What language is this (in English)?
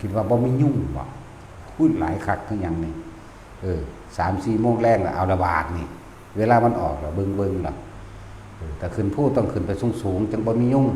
Northeastern Thai